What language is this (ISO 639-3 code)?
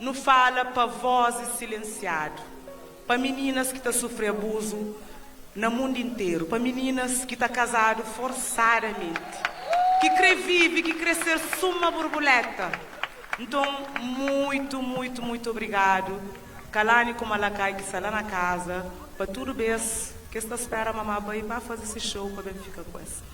kea